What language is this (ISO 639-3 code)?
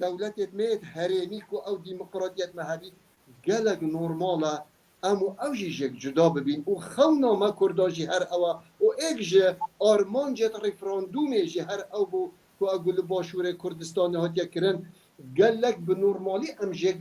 kur